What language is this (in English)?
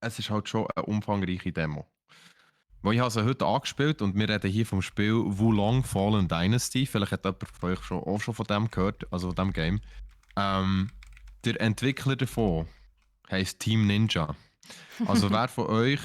Swiss German